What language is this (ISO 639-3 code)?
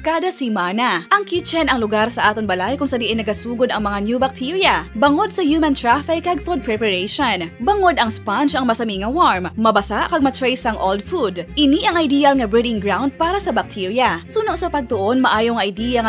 hil